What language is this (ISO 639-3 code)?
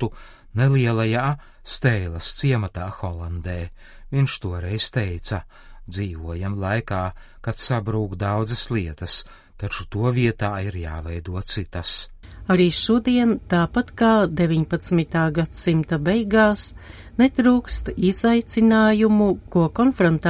lav